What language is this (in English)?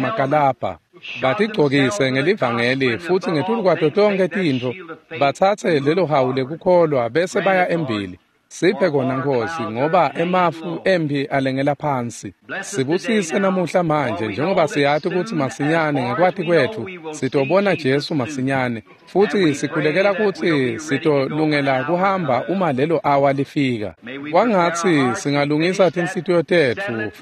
Swati